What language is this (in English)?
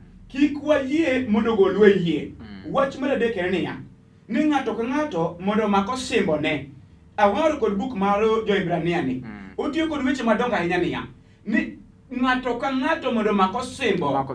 Luo (Kenya and Tanzania)